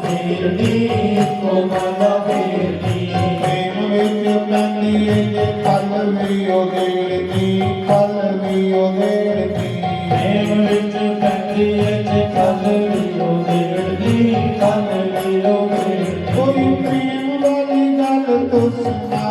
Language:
Dogri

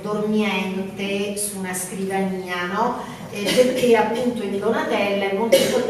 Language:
Italian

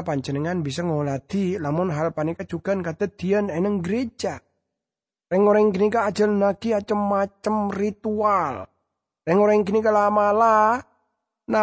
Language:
Madurese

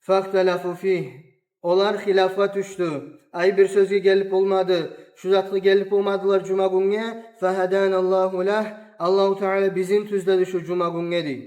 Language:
Kumyk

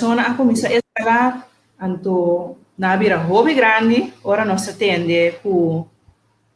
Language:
Papiamento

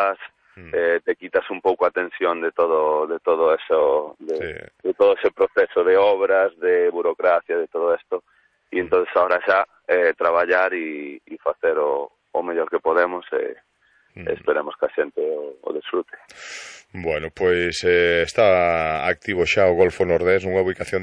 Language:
Galician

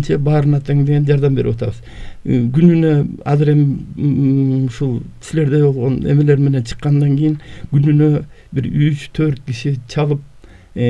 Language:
Kyrgyz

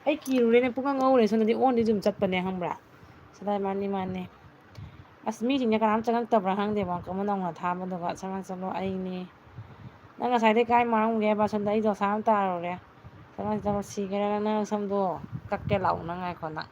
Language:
Manipuri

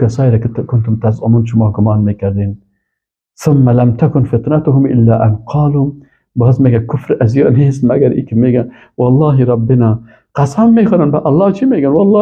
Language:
Persian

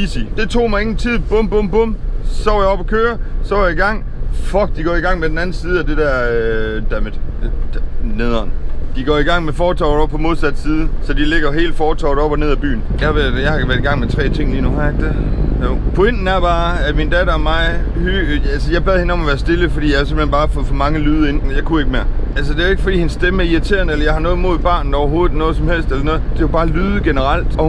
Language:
Danish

